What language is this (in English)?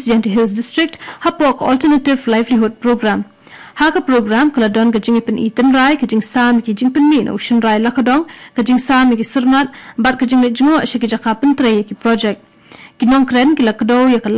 Khasi